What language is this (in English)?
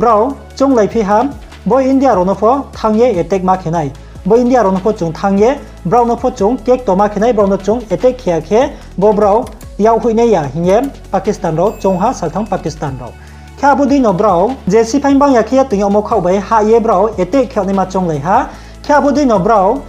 Riang (India)